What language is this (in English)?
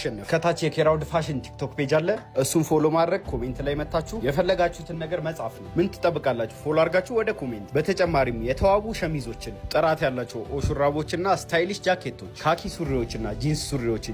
Amharic